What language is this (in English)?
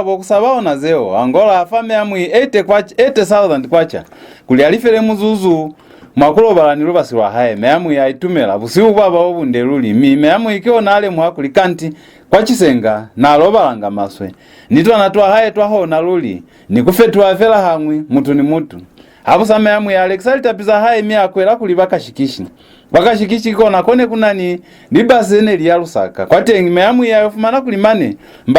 Lozi